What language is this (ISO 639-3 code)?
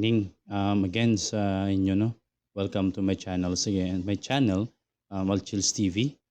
hil